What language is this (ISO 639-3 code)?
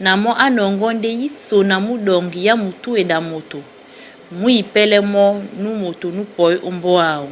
dua